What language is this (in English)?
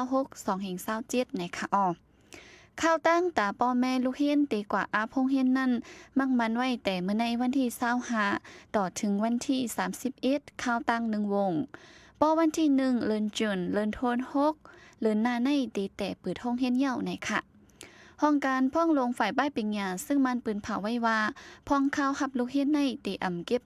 Shan